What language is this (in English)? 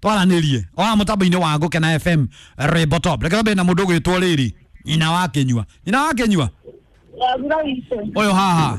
Kikuyu